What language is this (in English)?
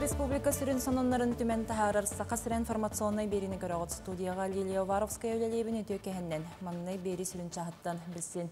Yakut